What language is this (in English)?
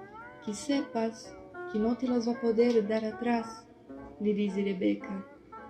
Ladino